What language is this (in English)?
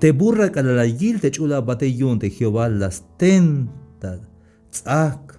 Tzeltal